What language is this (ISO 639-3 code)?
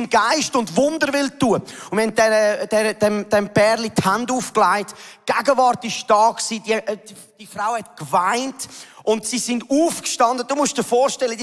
gsw